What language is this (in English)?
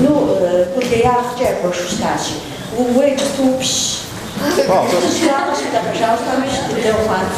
Kabardian